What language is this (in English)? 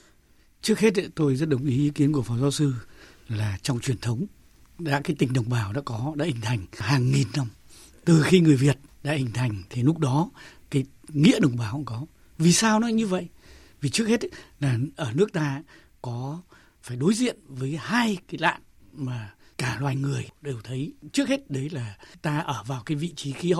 Vietnamese